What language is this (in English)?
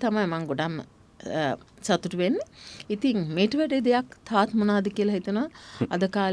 Sinhala